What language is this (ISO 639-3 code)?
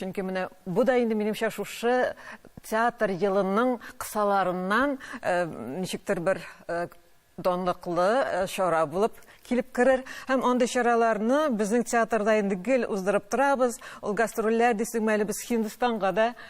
tat